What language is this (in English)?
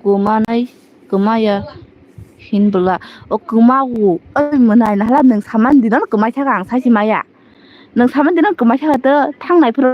Kok Borok